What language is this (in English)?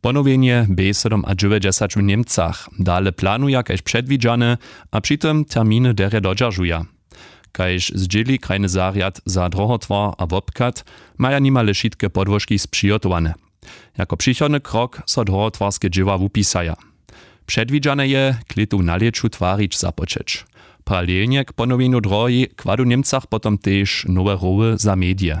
Upper Sorbian